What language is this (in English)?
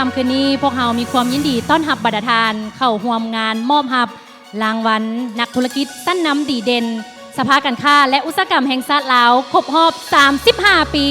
Lao